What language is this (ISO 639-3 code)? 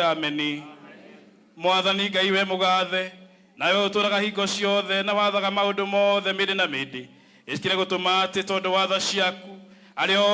kik